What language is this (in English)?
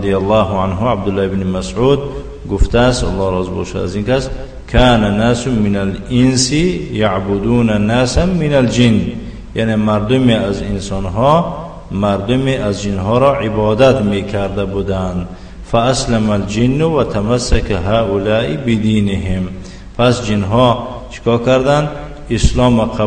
Tajik